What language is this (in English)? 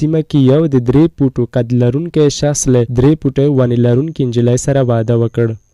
Pashto